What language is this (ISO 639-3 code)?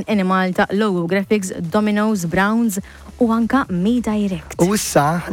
mlt